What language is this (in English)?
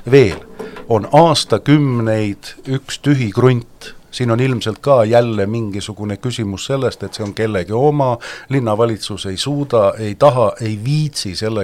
Estonian